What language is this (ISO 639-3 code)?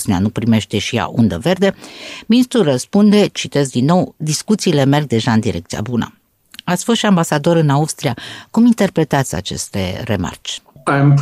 ron